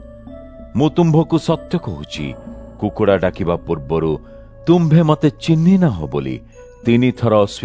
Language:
Odia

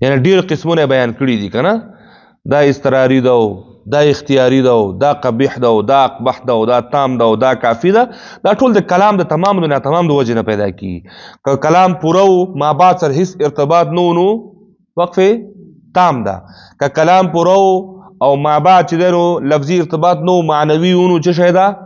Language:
Pashto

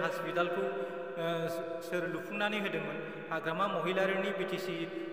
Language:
Bodo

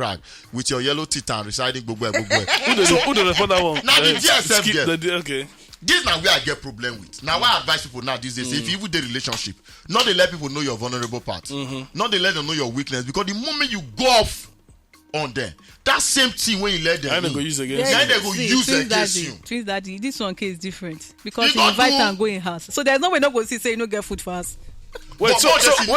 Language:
Nigerian Pidgin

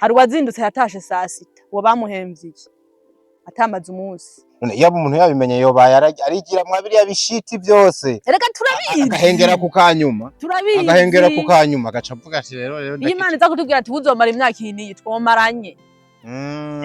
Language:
Rundi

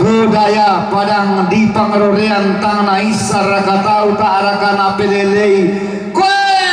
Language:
Toraja-Sa'dan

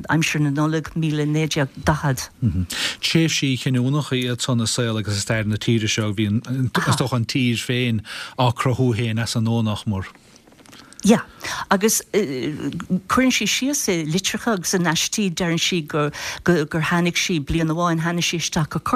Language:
Irish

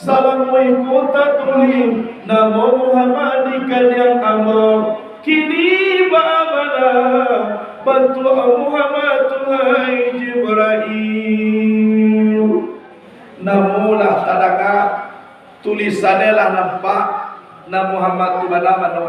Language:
Minangkabau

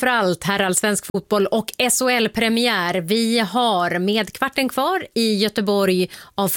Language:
Swedish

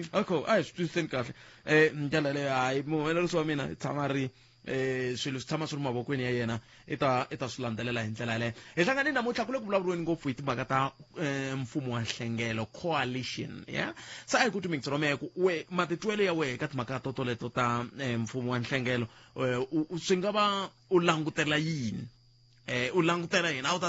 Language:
Tsonga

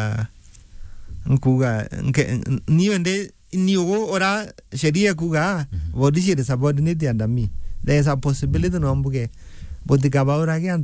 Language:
Meru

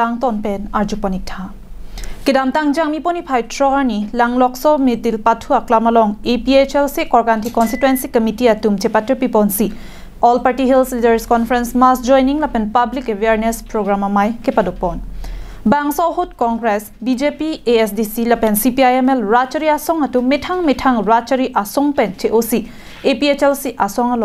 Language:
Karbi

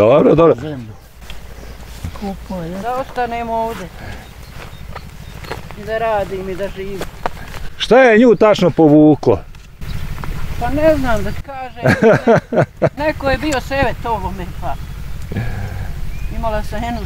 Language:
Bosnian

